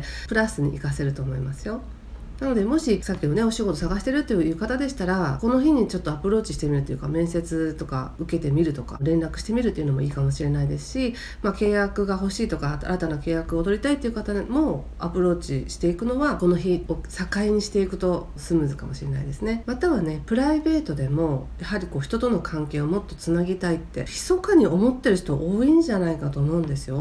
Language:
Japanese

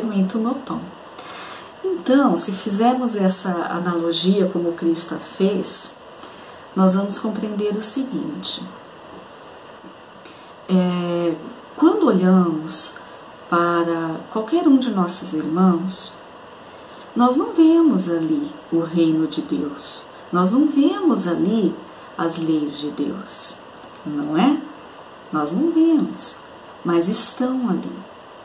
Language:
Portuguese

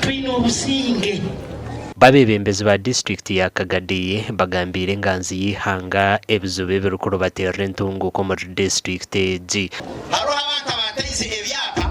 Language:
Nyankole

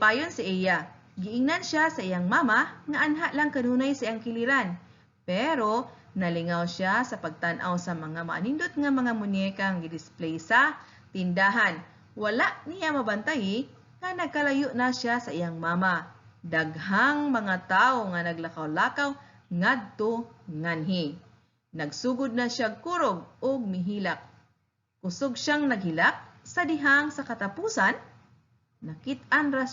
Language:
Cebuano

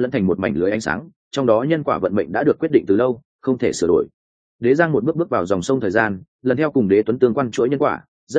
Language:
Vietnamese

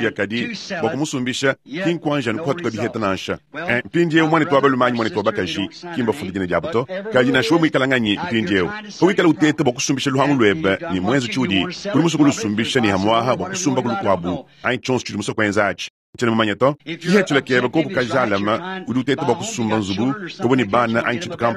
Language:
Luba-Lulua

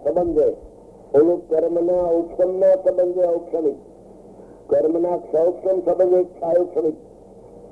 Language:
Gujarati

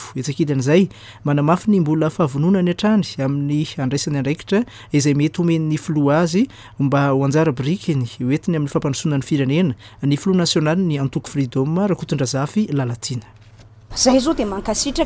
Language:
Malagasy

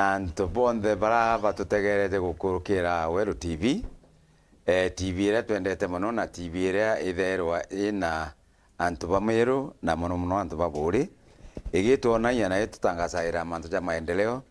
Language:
Meru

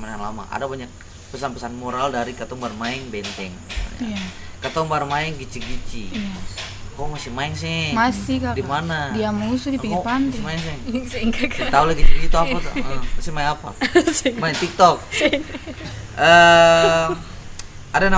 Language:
Ambonese Malay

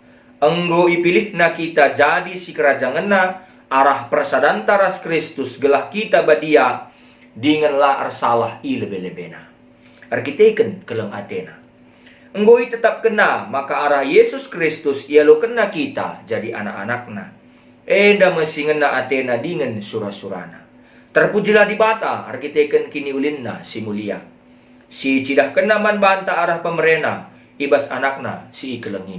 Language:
Batak Karo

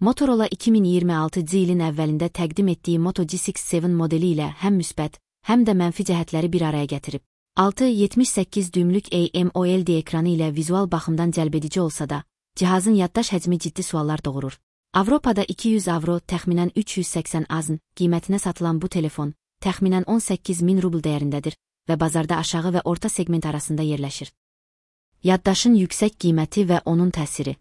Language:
Azerbaijani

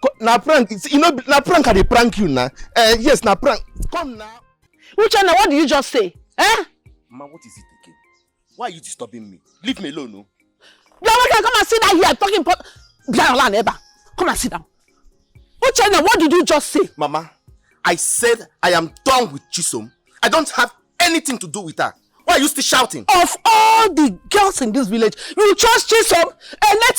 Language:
Nigerian Pidgin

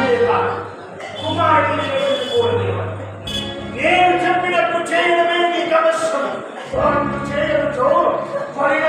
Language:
Telugu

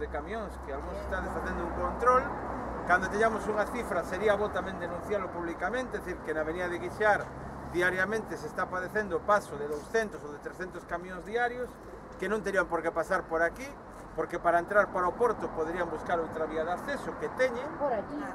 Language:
Galician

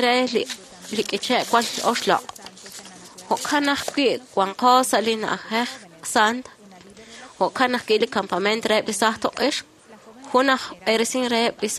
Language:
Kekchí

